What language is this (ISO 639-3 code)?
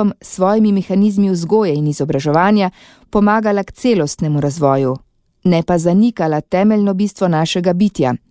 slv